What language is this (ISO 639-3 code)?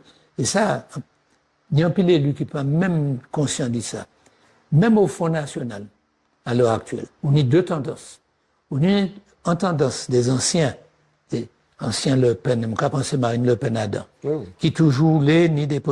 gcf